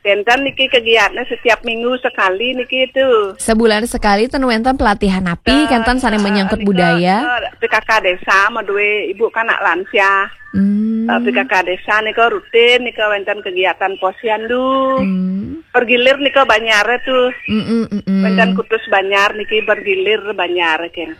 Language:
Balinese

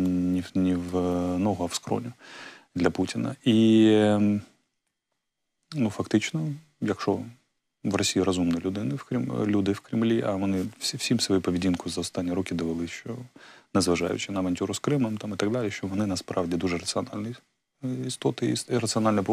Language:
Ukrainian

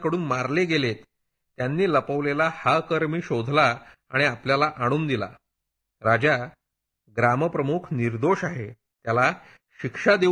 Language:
Marathi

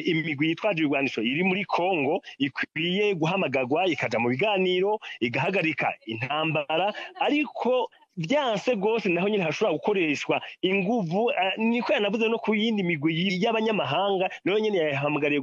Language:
Kinyarwanda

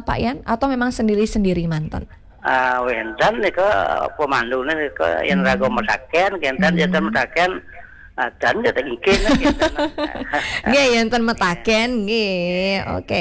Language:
Balinese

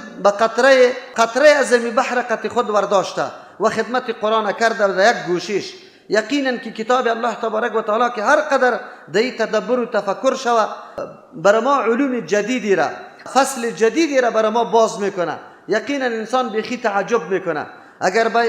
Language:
Persian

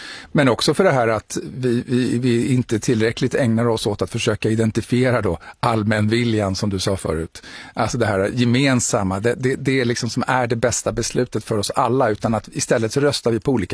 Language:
Swedish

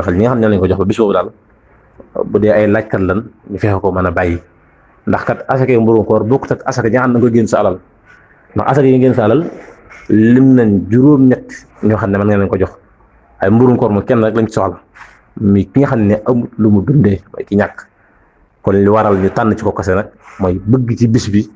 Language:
Wolof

